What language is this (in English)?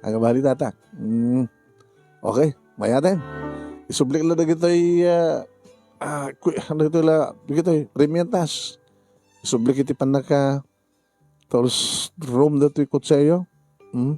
Iloko